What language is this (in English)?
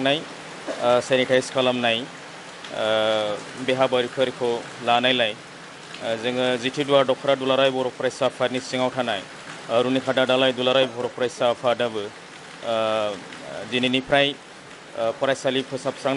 Bodo